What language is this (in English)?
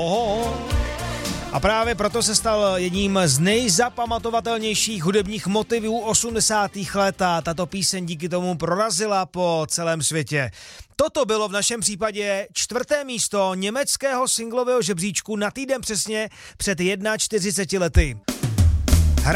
Czech